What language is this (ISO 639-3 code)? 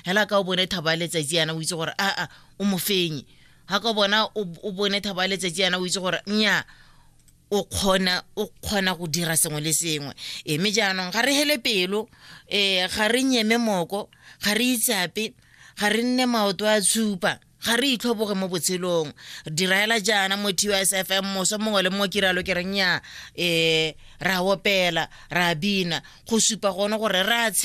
tsn